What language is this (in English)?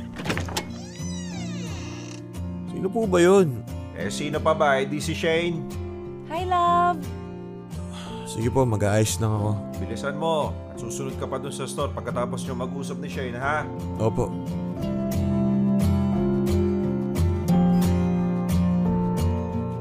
Filipino